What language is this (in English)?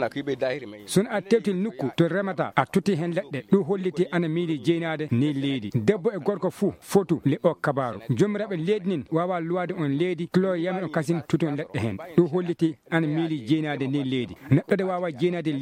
Maasina Fulfulde